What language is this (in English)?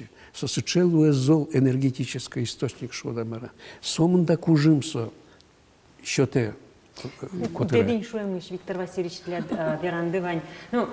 Udmurt